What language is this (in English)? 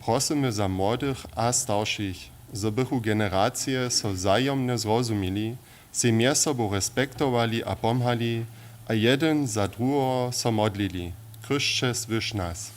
Upper Sorbian